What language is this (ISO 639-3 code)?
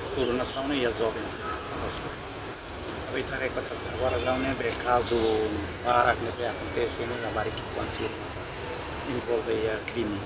tet